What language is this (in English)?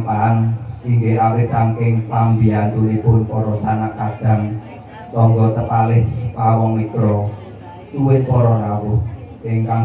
Javanese